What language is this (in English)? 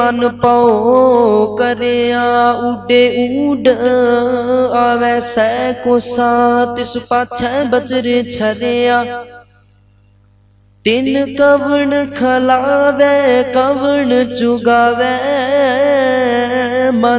Punjabi